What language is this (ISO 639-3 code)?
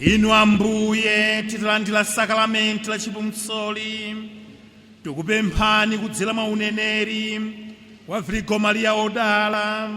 nya